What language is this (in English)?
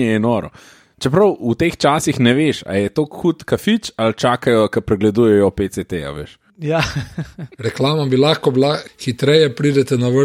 Slovenian